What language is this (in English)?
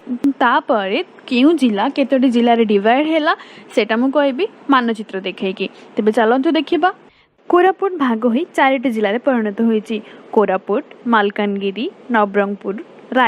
Odia